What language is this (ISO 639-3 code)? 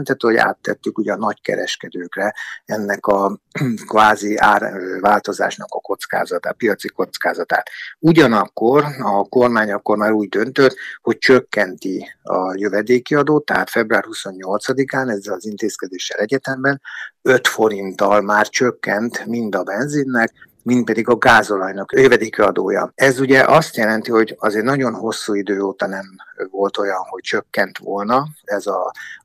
hun